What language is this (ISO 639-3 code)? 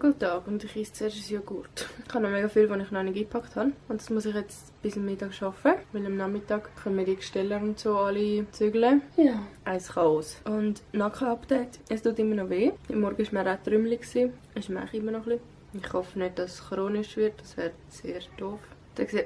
gsw